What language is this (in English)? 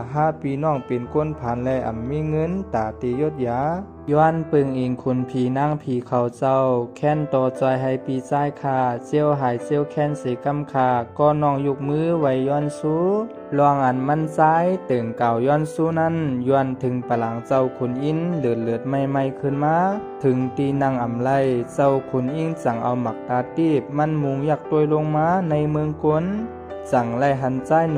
Shan